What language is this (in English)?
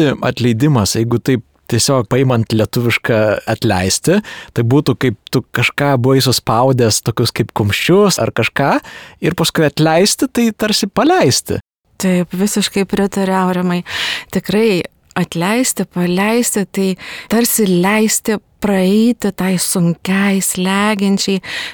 Lithuanian